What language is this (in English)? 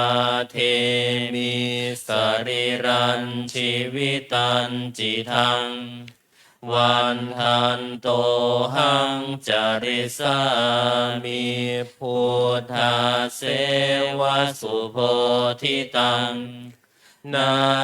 Pali